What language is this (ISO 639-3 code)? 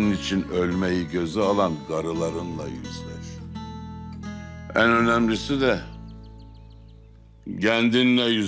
tur